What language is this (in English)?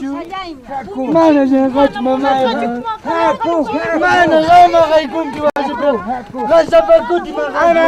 South Bolivian Quechua